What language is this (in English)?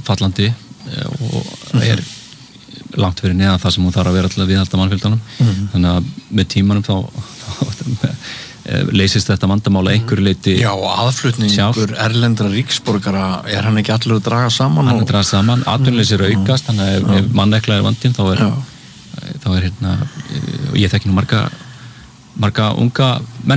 Icelandic